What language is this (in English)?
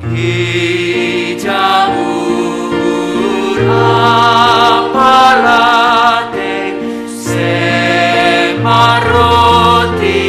Batak Simalungun